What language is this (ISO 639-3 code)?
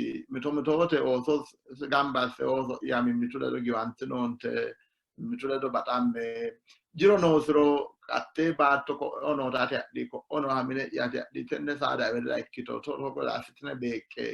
sid